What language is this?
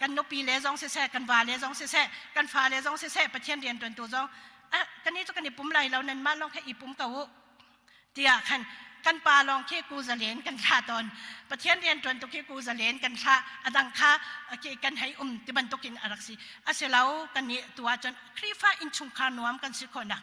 Hakha Chin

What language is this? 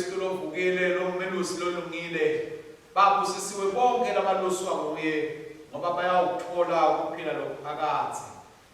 Swati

